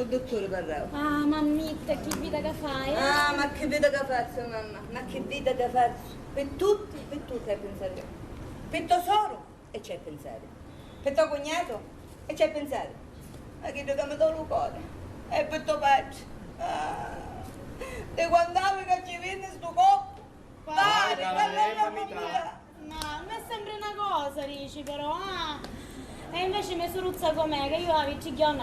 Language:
Sicilian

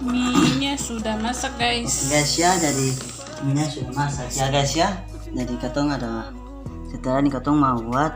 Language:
Ambonese Malay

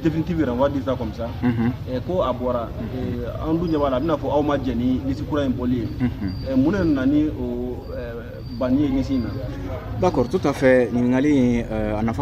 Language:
Bambara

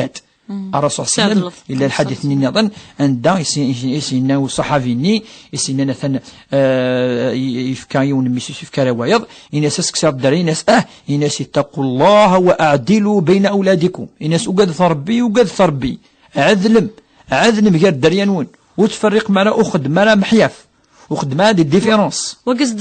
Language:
Kabyle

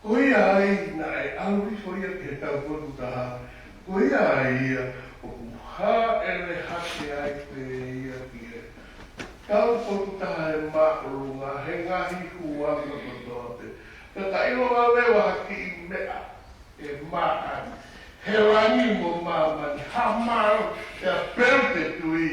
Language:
Tongan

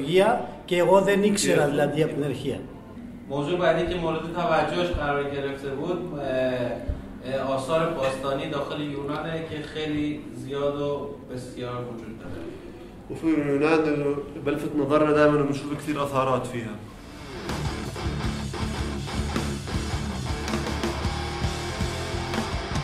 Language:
Persian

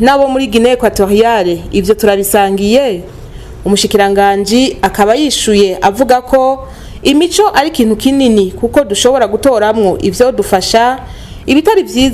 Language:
Rundi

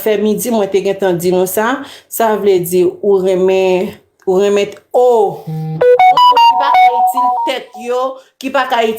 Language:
Haitian Creole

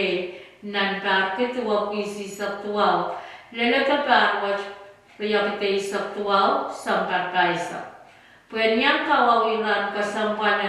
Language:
Pohnpeian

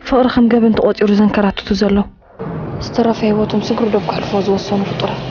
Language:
Tigrinya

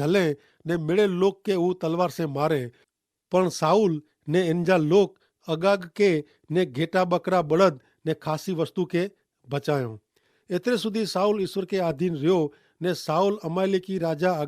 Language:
Kachhi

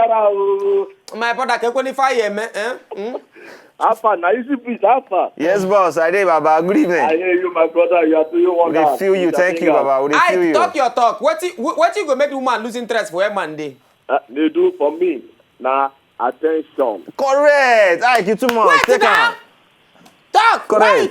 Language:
Nigerian Pidgin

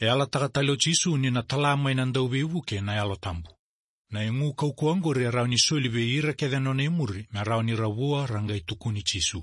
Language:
Fijian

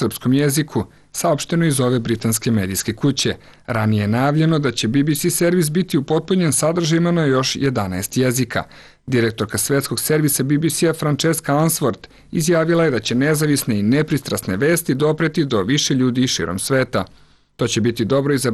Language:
Serbian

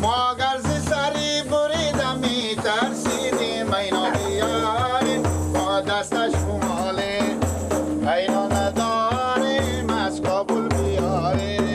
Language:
Persian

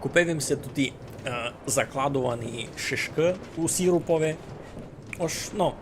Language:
Rusyn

